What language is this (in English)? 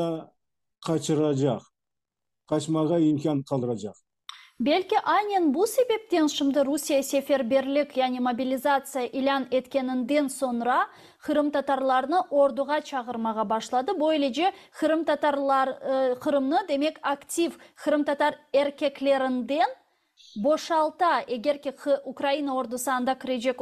Crimean Tatar